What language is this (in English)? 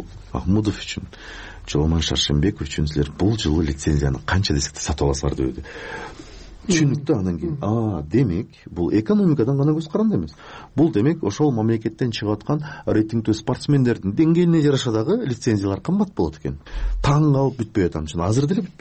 Kyrgyz